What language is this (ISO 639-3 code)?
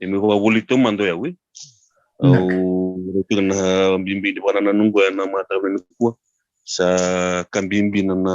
fij